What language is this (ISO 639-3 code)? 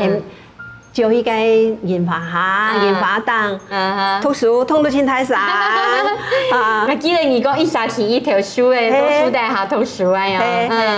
hak